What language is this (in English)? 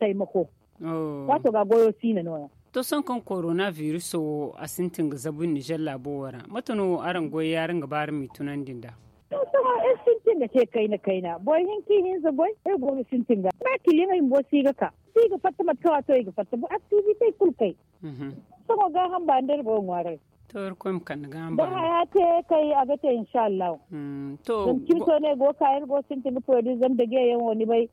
Zarma